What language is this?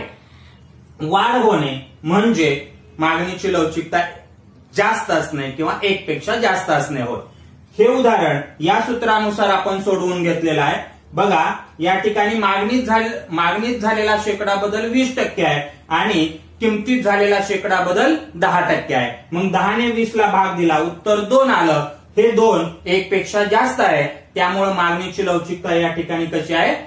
Marathi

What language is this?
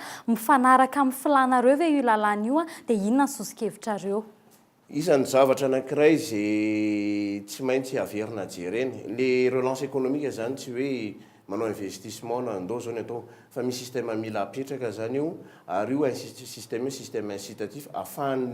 Malagasy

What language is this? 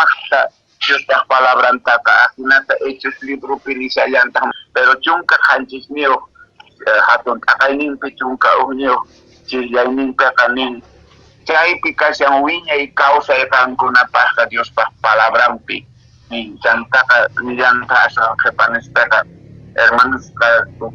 Quechua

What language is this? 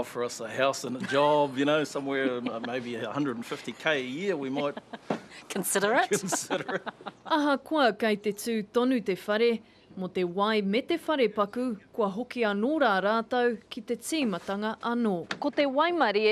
Māori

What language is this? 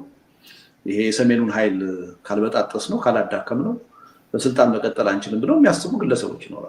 Amharic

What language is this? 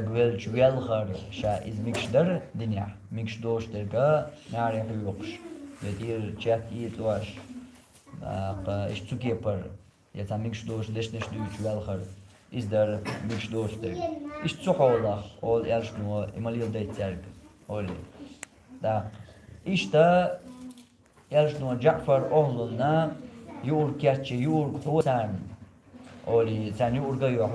Chechen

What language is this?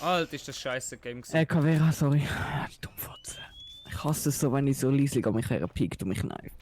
Swiss German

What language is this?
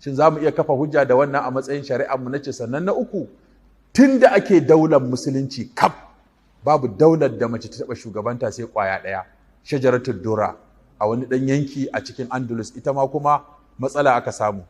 Hausa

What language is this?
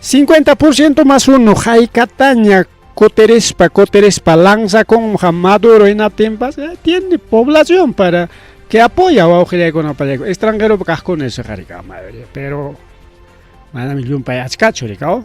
Ayacucho Quechua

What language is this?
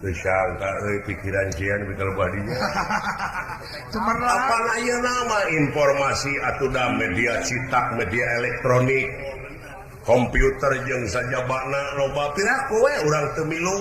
Sundanese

